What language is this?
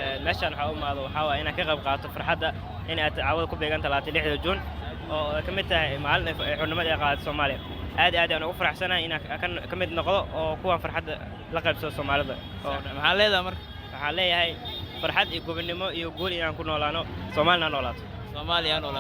Somali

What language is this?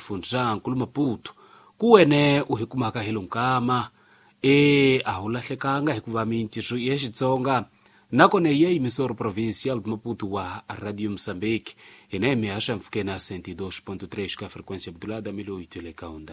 Tsonga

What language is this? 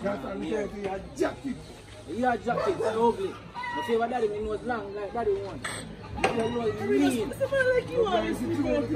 Jamaican Creole English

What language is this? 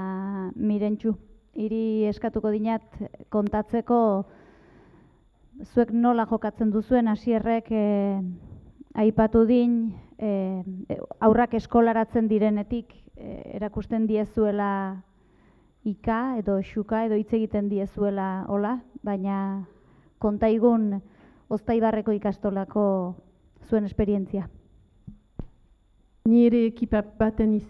Basque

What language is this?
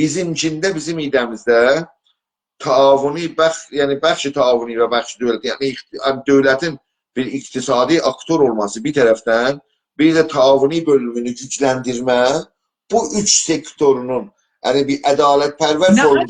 South Azerbaijani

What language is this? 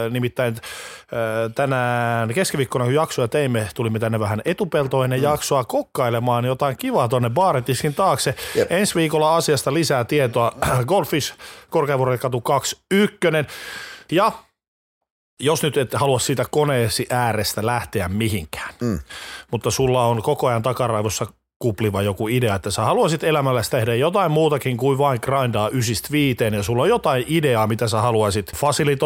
Finnish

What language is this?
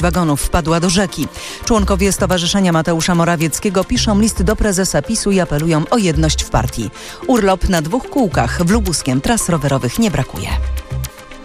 Polish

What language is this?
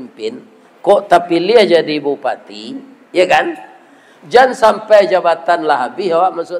Minangkabau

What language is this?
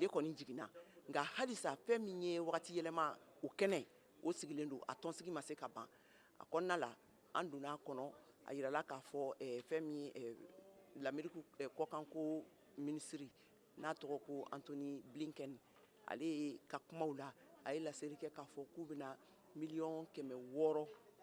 Bambara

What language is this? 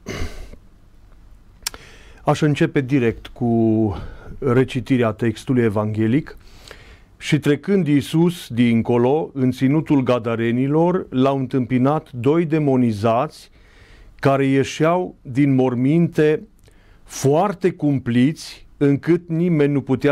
Romanian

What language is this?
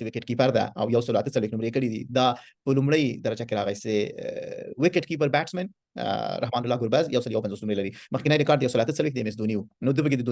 Pashto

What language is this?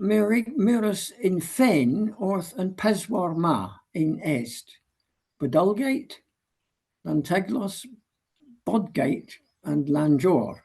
Cornish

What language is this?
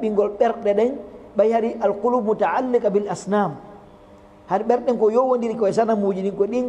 Fula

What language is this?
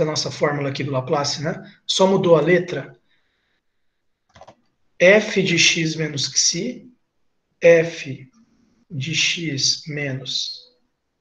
Portuguese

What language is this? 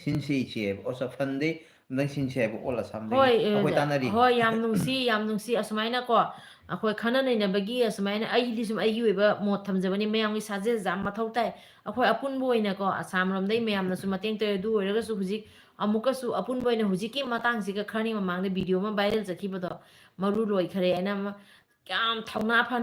Manipuri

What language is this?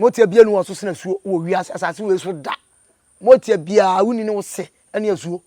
Akan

